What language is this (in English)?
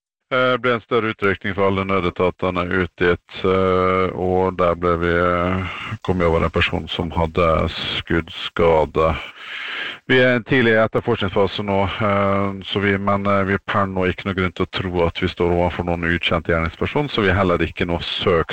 Norwegian